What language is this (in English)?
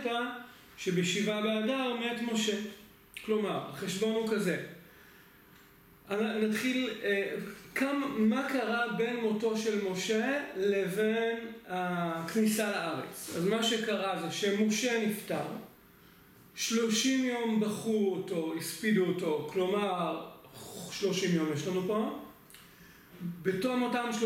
Hebrew